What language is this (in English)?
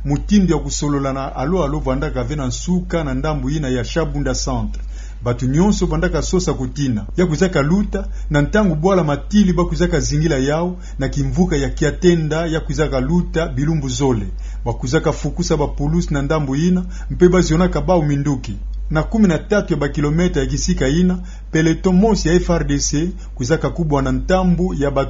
Kituba (Democratic Republic of Congo)